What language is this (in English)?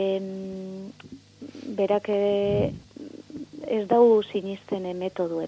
Basque